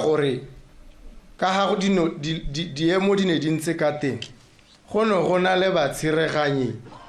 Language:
Tswana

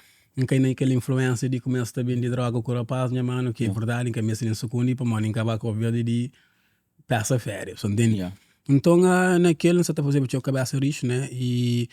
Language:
Kabuverdianu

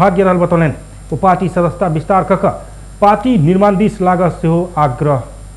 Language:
Maithili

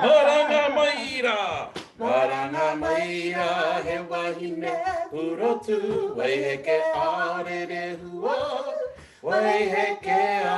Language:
Māori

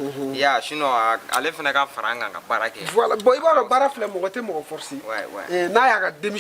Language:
Bambara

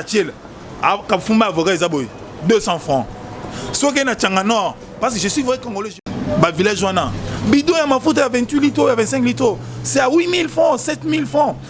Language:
Lingala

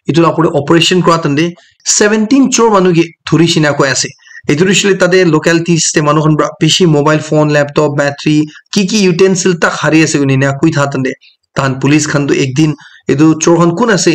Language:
Naga Pidgin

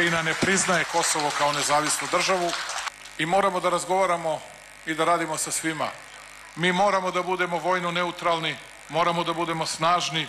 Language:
Serbian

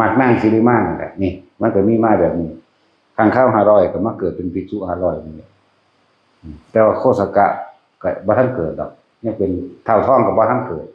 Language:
Northeastern Thai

